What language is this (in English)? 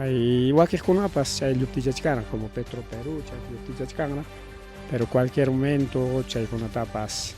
Ayacucho Quechua